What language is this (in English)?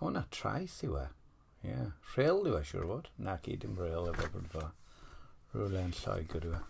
Welsh